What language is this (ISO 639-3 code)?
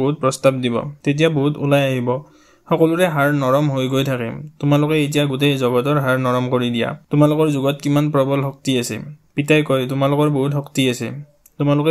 asm